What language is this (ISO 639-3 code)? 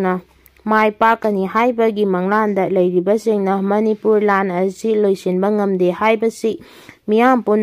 mni